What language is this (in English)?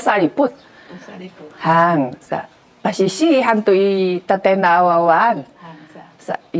Sakizaya